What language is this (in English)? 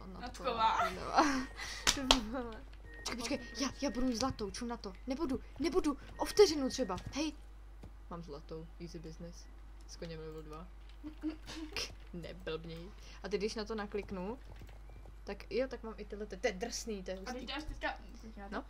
Czech